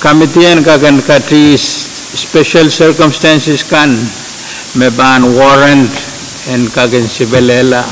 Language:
Pohnpeian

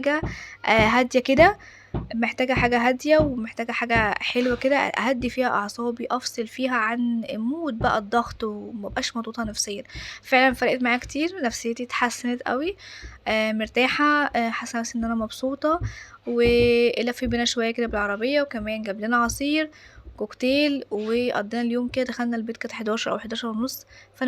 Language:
Egyptian Arabic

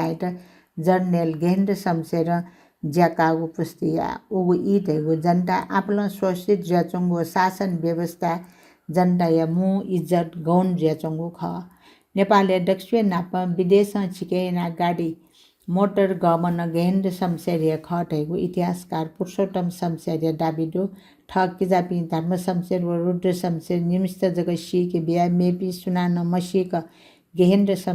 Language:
Newari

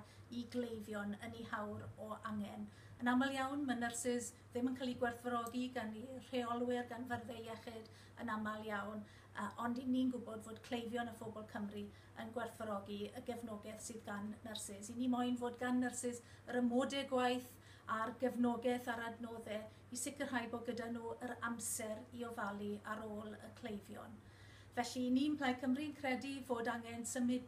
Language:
Welsh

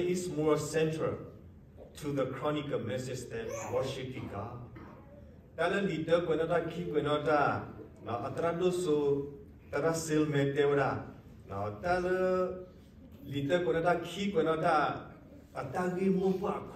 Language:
S'gaw Karen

